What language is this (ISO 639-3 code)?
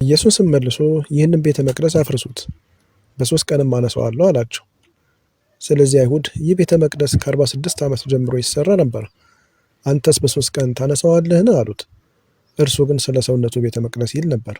amh